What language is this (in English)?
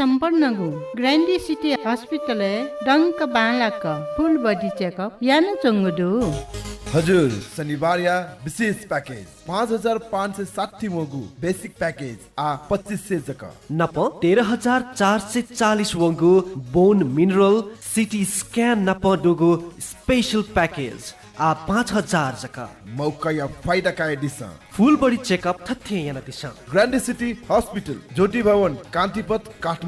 Newari